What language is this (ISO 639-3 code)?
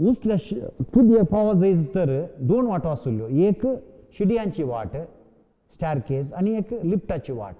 kok